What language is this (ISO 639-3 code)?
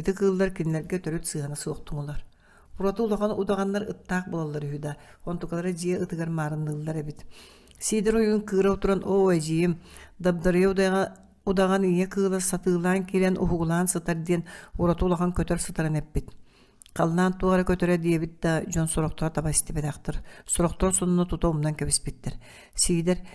sah